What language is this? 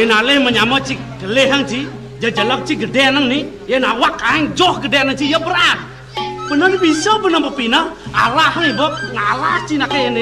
Balinese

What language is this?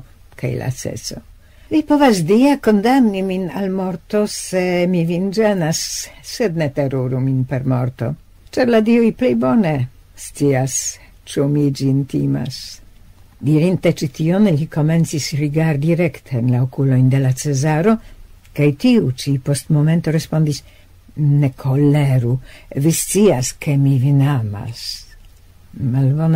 Esperanto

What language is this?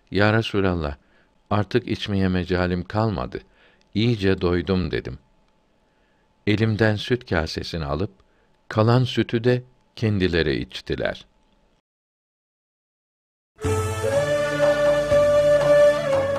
Turkish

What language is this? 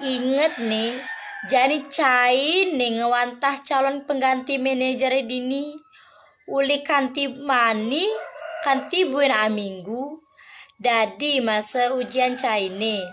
Balinese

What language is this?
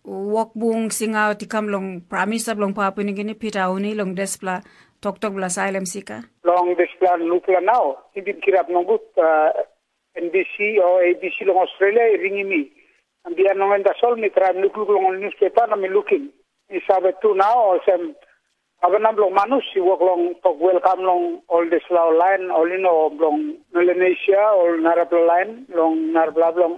Tok Pisin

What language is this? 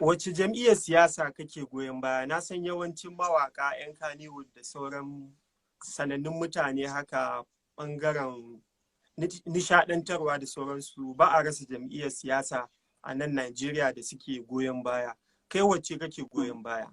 Hausa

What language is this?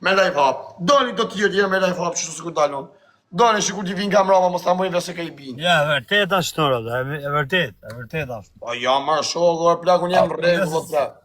Albanian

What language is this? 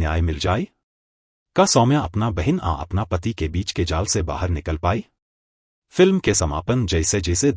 Bhojpuri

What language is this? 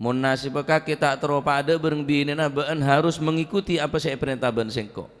Madurese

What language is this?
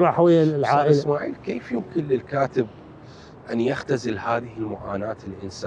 Mesopotamian Arabic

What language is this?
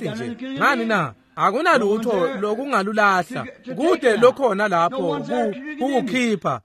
Swati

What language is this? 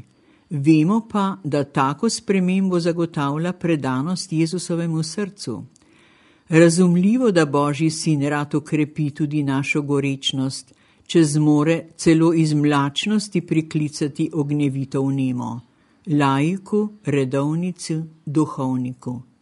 Slovenian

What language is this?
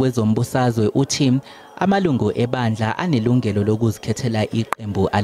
Zulu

